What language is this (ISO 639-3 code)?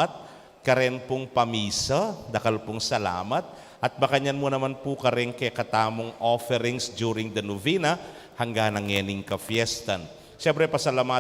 pam